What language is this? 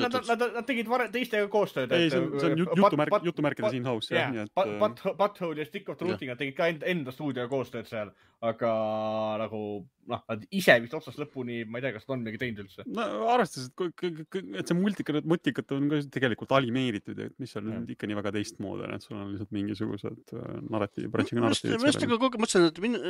Estonian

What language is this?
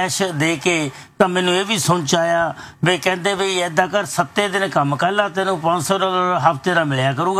Punjabi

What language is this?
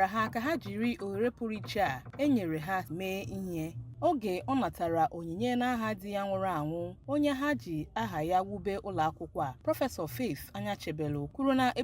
Igbo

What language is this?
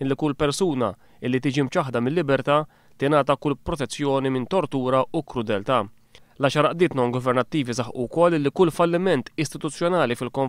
Maltese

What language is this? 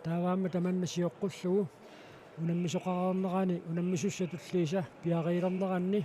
Kalaallisut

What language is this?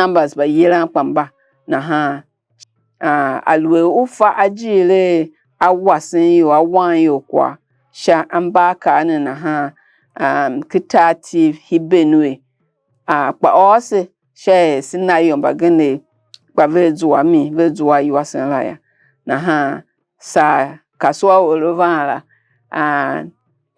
Tiv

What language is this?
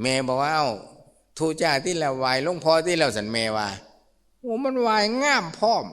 Lao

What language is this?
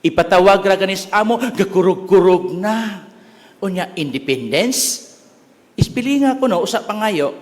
Cebuano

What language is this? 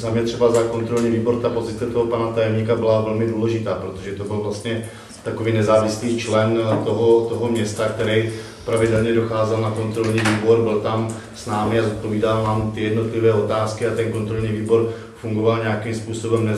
Czech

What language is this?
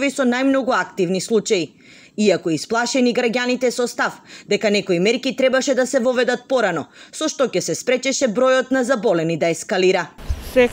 Macedonian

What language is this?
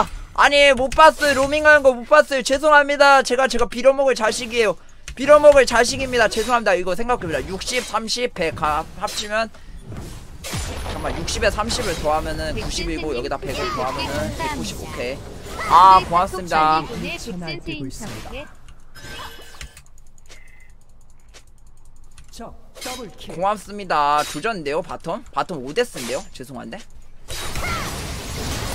Korean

